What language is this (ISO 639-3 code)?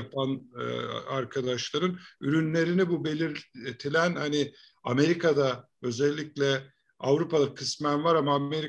tur